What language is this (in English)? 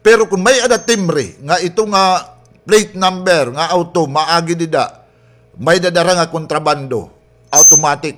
Waray